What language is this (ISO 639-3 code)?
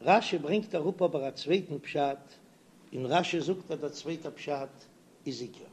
yid